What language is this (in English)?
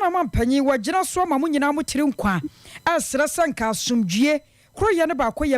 Akan